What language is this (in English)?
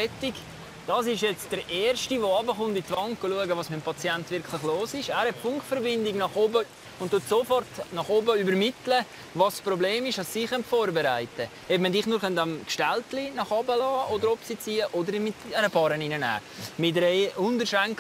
Swiss German